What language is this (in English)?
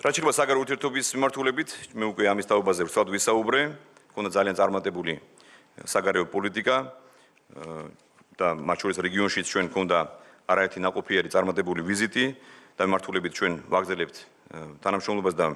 Georgian